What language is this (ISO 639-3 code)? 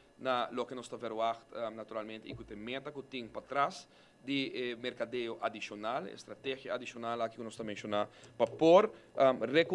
pap